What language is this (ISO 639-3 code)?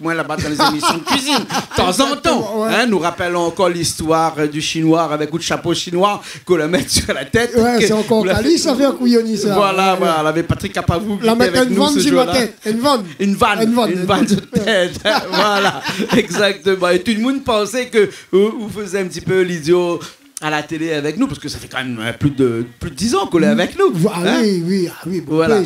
rcf